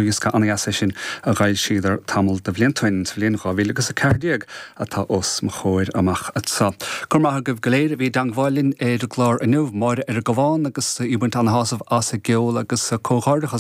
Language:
Irish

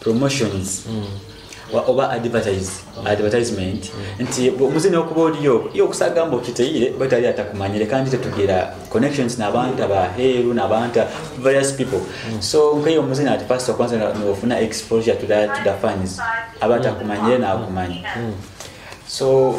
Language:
Nyoro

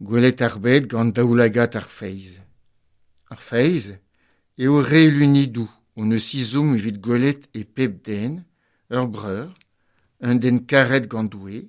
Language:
Breton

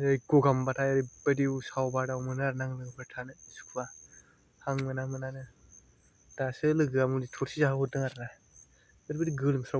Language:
Bodo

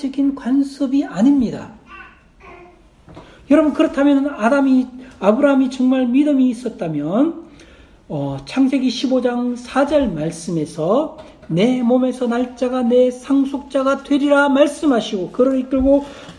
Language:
Korean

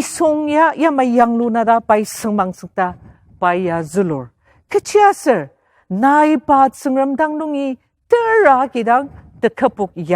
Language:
Ao Naga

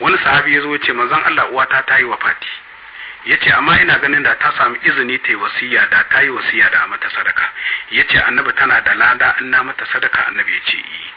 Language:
Hausa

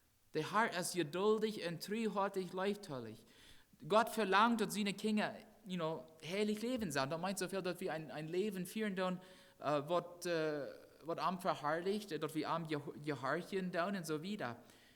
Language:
Plautdietsch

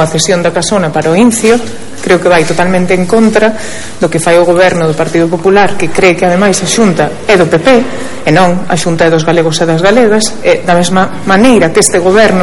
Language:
Galician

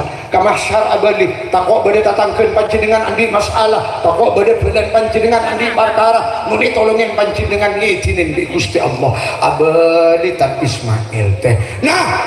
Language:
Madurese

